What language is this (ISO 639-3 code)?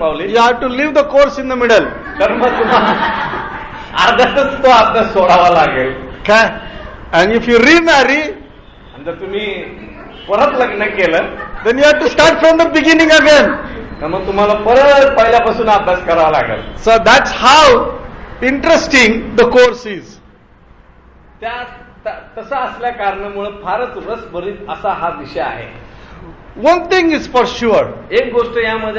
mar